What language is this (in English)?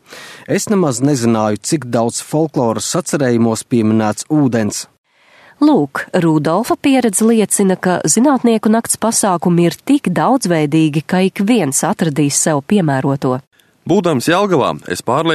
Latvian